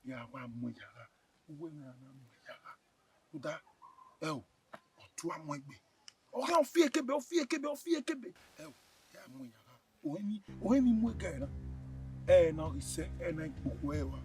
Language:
Bini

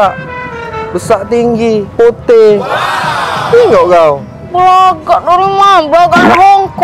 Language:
Musi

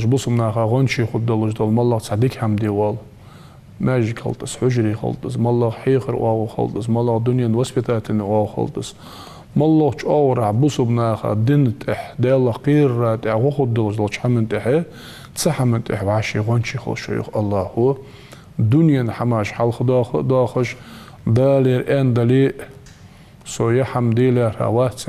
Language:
Ingush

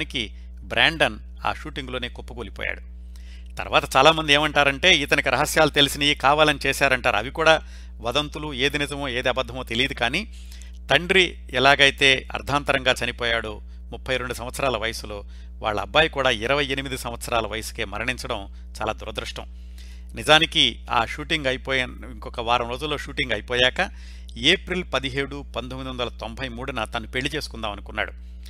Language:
Telugu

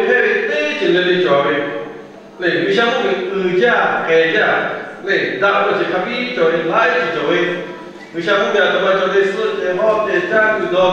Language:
Lahu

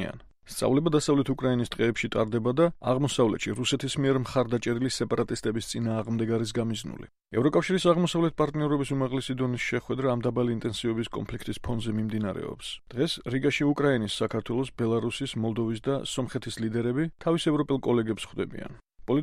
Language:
Georgian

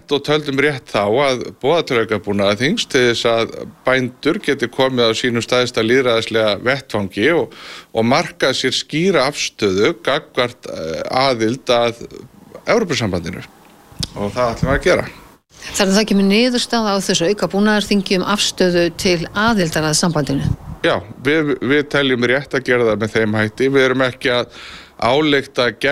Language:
Icelandic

